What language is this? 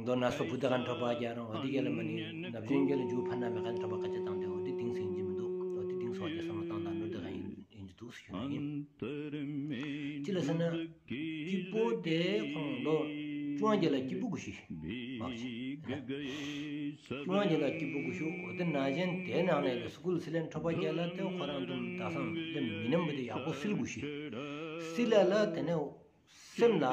Stod Bhoti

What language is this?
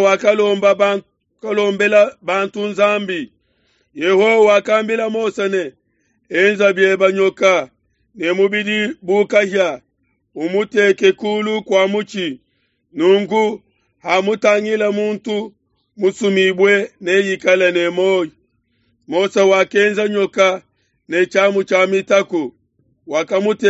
Luba-Lulua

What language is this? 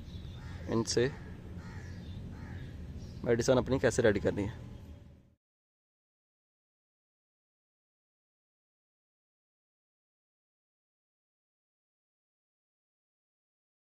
Hindi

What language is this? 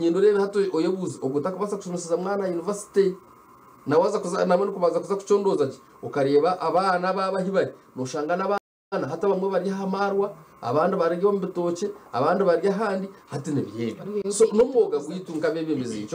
Nyankole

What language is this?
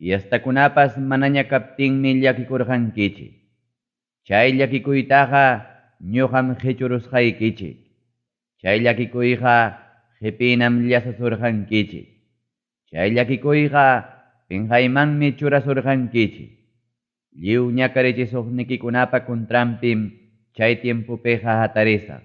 Ayacucho Quechua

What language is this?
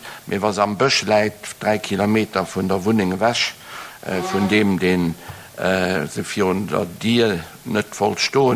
Luxembourgish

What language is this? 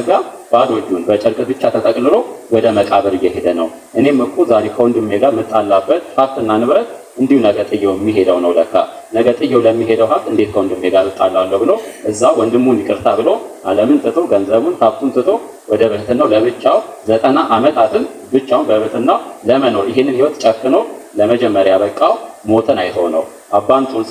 Amharic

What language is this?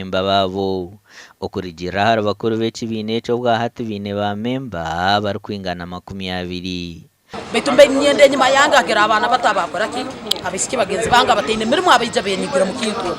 Nyankole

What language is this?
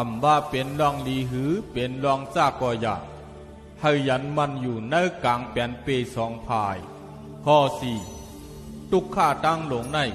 Shan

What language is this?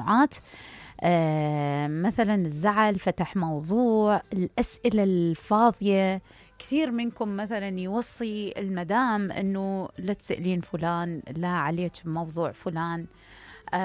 Mesopotamian Arabic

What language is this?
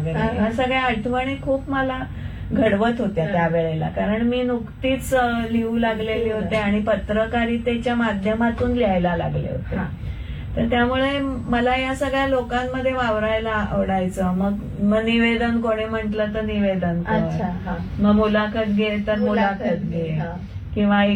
Marathi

